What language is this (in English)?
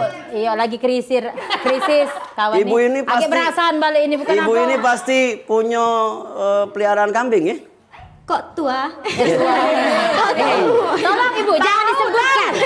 Musi